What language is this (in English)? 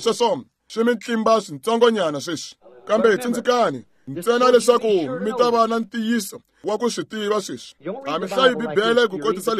Tsonga